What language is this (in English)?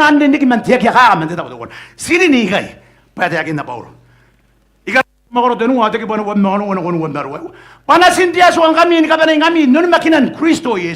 Gilbertese